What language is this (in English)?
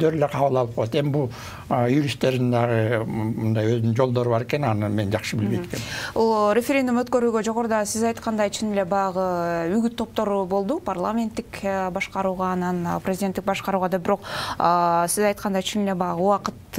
Kyrgyz